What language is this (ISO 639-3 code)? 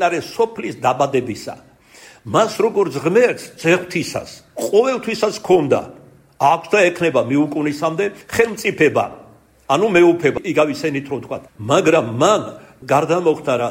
kat